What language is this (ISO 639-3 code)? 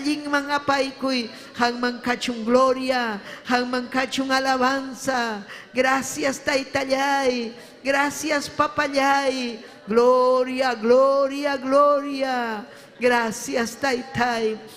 quy